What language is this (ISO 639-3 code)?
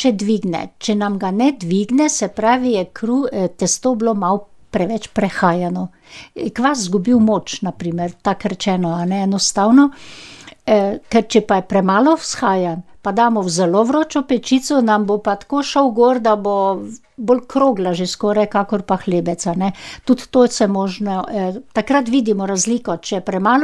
slv